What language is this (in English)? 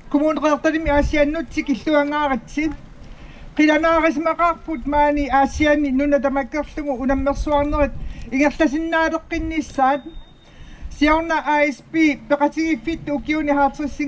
Kalaallisut